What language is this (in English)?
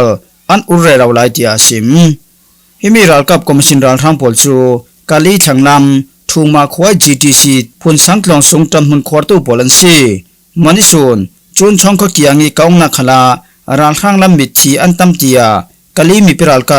Falam Chin